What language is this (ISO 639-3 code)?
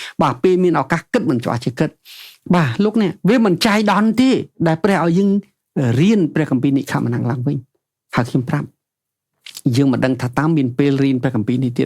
khm